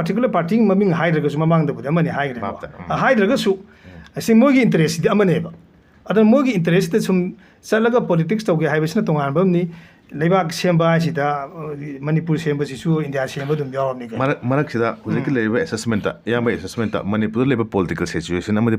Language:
Manipuri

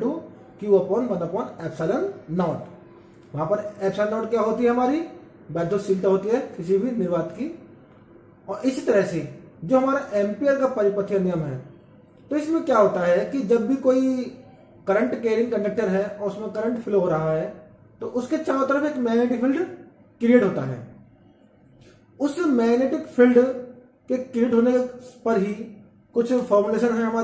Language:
Hindi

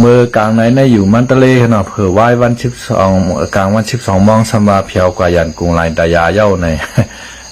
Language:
Shan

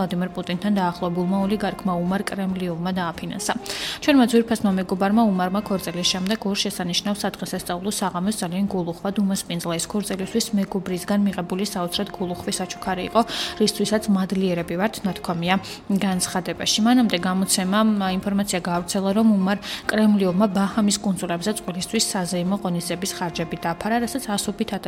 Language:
Georgian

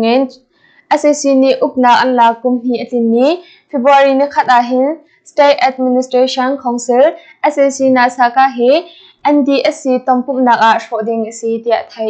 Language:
Hakha Chin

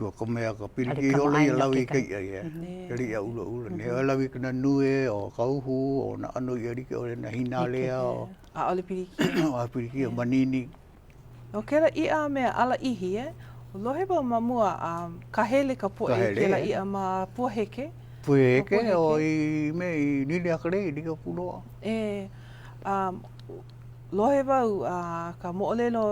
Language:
Hawaiian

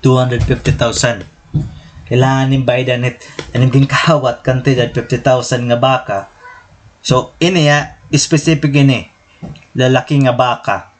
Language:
Waray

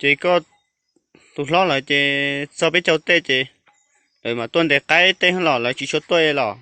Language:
Hmong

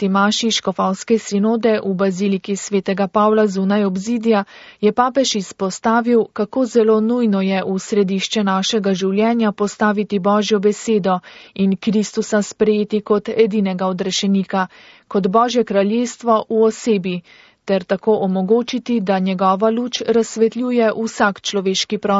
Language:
Slovenian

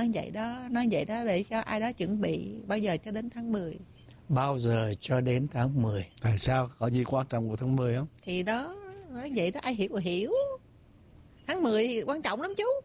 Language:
Vietnamese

